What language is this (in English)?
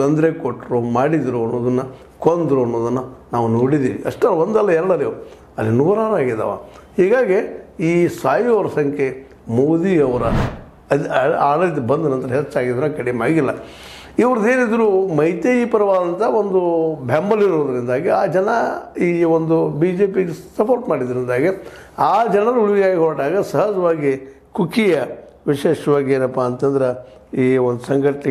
Kannada